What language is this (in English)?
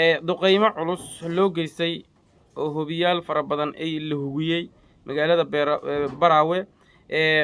Somali